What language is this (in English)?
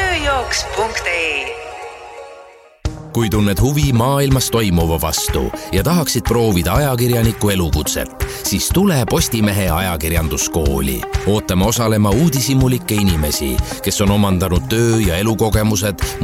Estonian